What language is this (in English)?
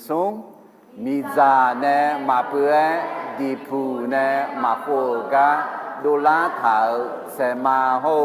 Akha